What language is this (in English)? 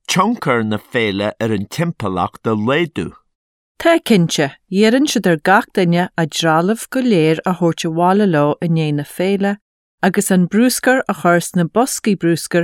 Irish